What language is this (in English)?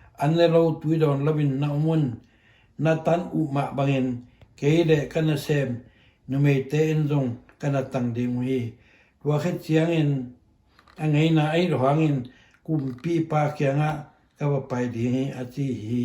Tedim Chin